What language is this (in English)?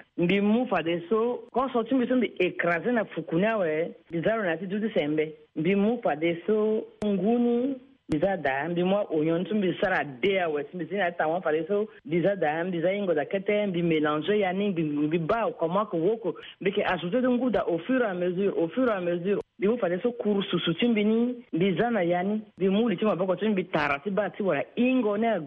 Sango